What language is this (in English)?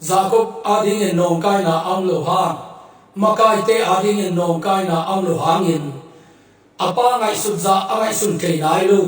Tedim Chin